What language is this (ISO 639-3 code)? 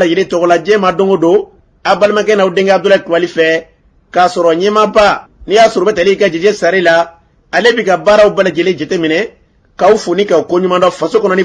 bam